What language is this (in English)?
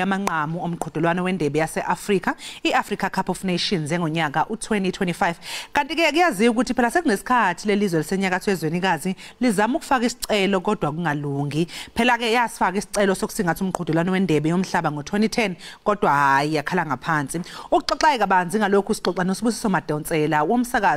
Zulu